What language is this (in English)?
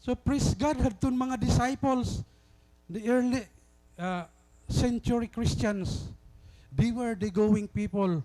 Waray